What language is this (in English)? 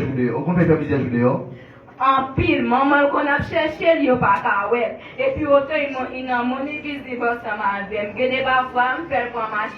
Haitian Creole